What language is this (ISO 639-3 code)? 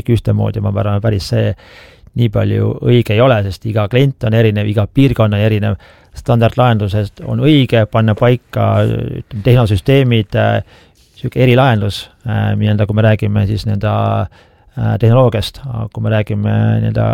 est